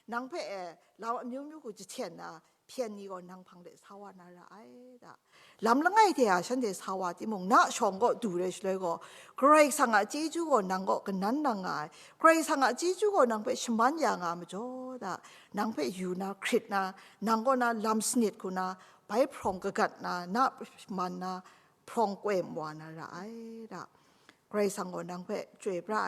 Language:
Kachin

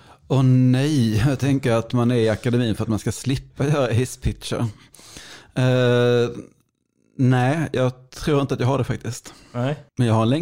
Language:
Swedish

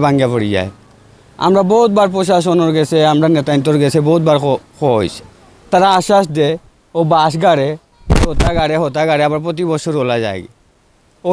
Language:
Sylheti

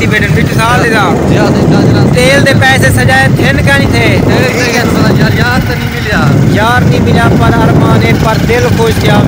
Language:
Saraiki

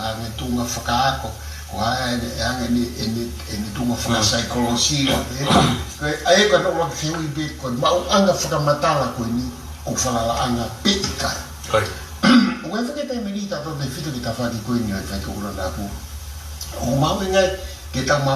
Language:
Tongan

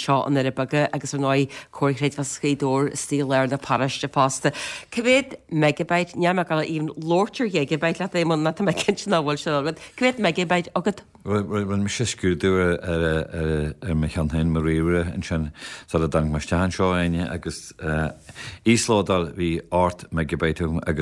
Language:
Irish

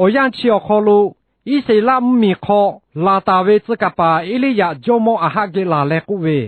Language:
Lahu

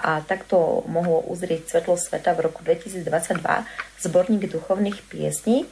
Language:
Slovak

